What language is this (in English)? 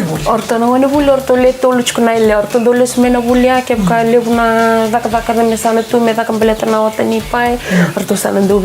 Fijian